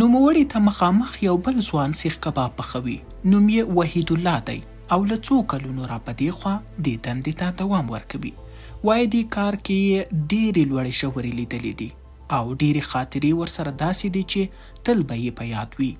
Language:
Pashto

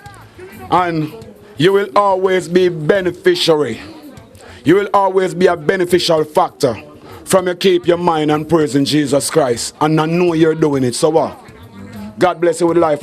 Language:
Jamaican Creole English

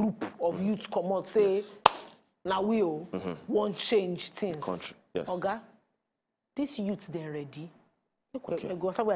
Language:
Nigerian Pidgin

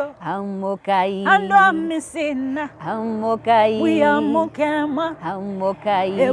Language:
Kamba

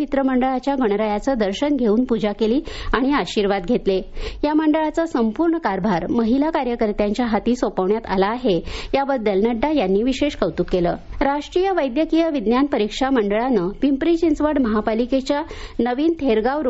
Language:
Marathi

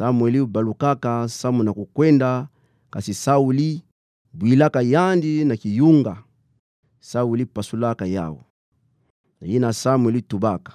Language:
Kituba (Democratic Republic of Congo)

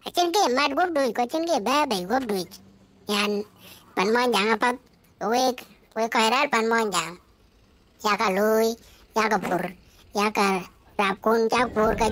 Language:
Dinka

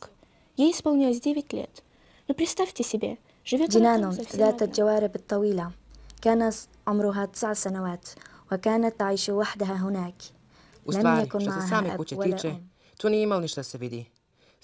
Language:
Swedish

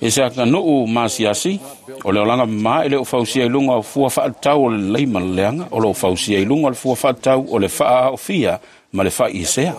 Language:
Samoan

